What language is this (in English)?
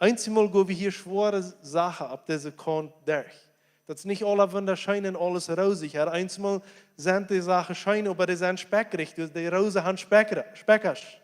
Plautdietsch